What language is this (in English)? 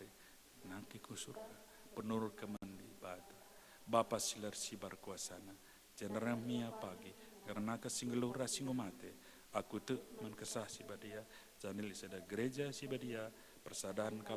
Batak Karo